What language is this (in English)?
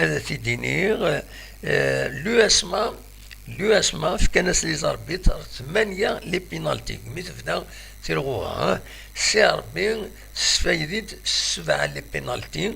Kabyle